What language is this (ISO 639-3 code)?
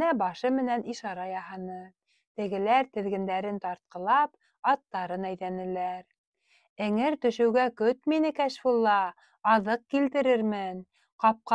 bak